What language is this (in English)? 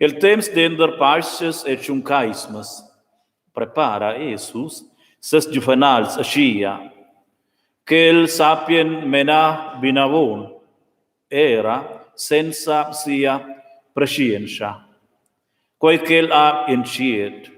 Romansh